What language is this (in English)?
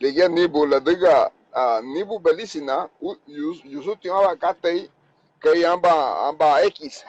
Garifuna